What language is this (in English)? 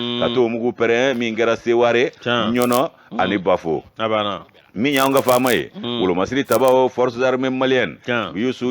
Bambara